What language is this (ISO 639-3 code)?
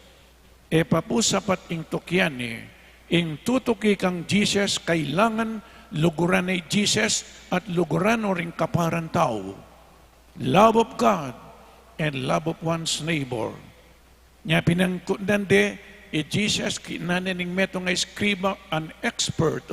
pam